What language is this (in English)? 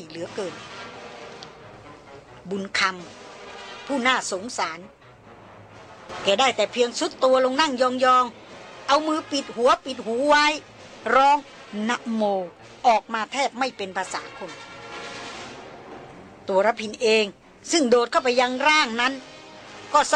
Thai